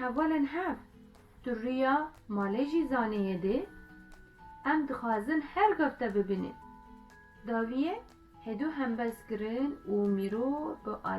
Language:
Kurdish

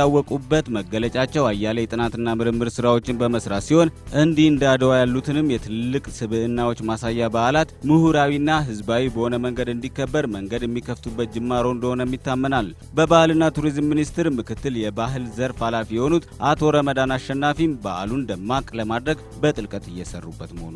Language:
Amharic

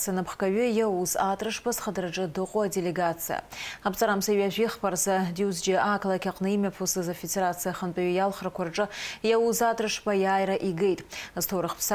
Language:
Abkhazian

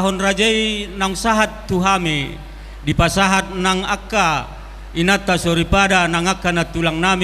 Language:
Batak Toba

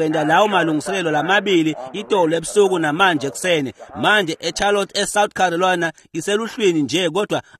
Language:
Swati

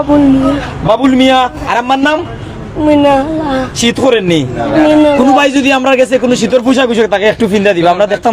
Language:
Sylheti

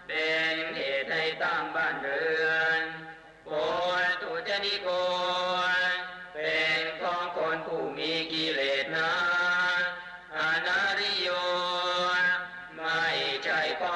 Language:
Thai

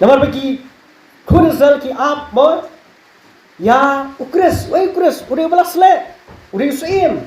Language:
Khasi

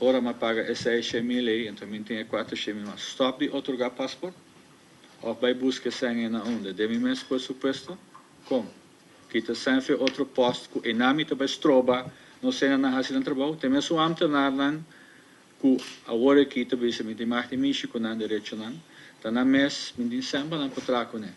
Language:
Papiamento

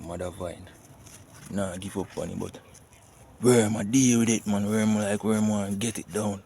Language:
Jamaican Creole English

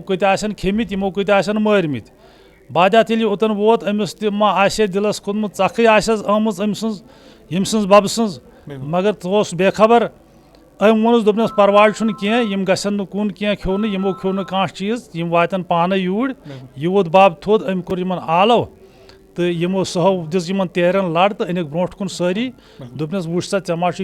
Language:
Kashmiri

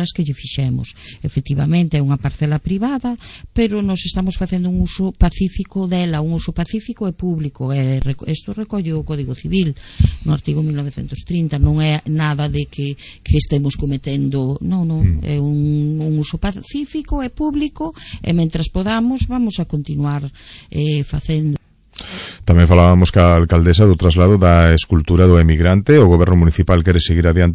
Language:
Galician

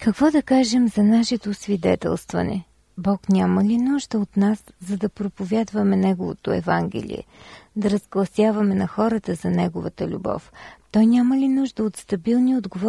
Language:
Bulgarian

